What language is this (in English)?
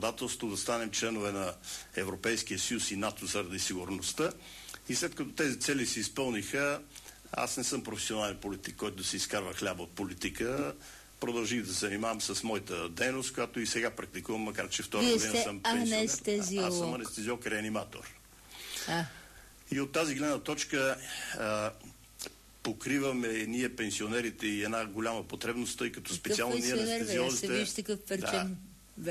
Bulgarian